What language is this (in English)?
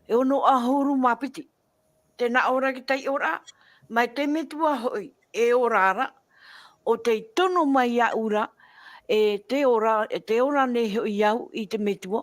Tahitian